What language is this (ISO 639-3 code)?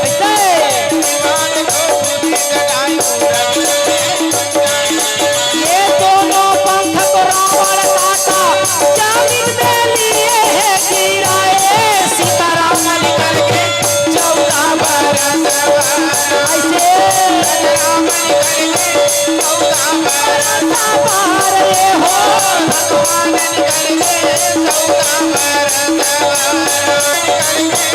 hne